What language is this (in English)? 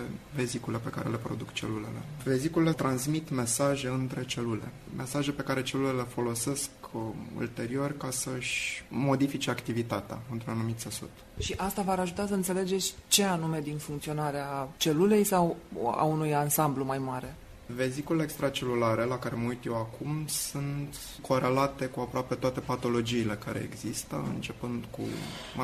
Romanian